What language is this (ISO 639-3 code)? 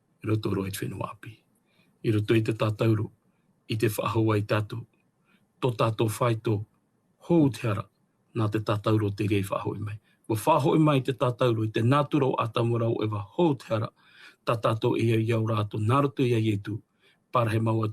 tah